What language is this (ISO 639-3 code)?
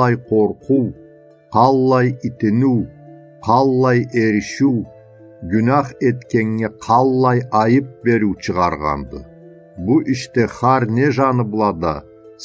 krc